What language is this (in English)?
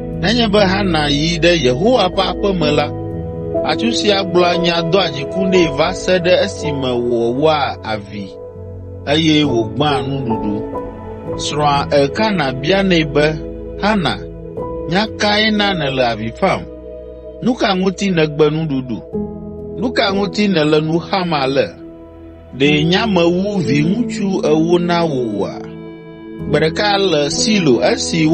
Ewe